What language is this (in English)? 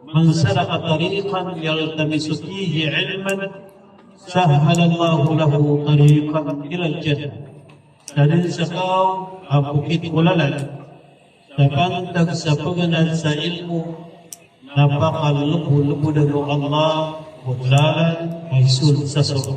Maranao